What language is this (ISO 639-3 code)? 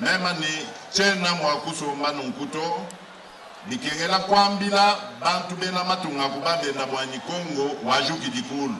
lua